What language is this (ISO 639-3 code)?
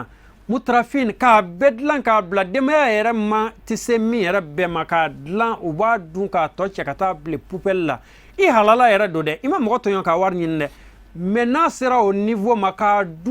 bam